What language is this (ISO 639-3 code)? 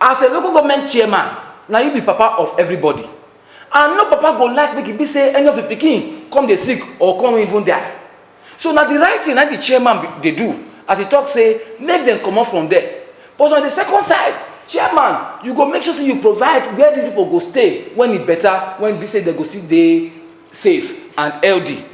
pcm